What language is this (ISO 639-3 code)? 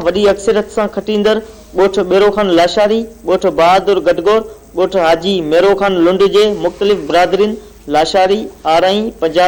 snd